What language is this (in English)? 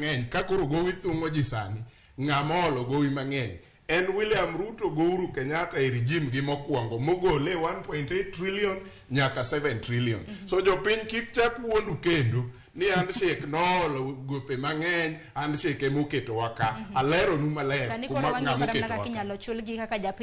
Luo (Kenya and Tanzania)